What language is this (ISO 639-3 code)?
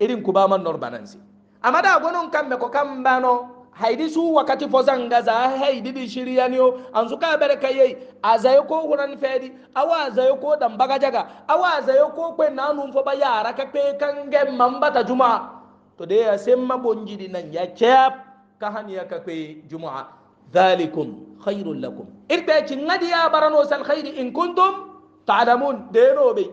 hau